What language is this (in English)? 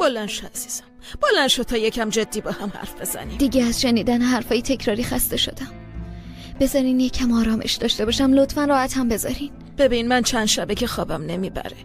Persian